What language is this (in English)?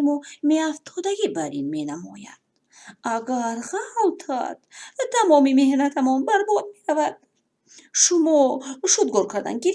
Tajik